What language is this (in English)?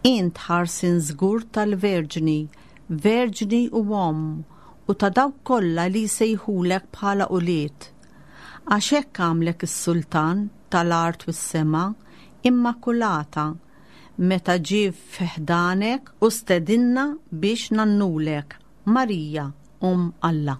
Maltese